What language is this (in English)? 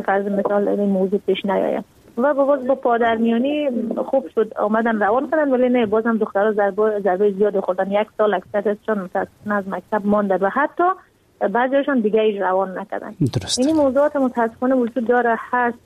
Persian